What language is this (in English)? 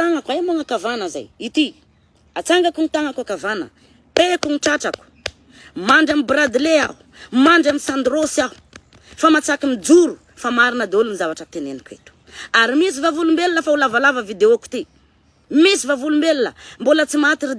Malagasy